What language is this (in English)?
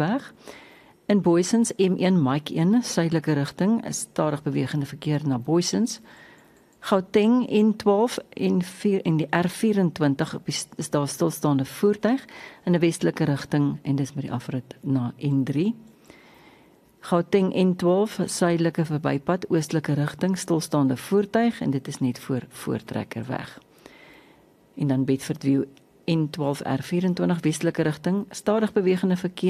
Afrikaans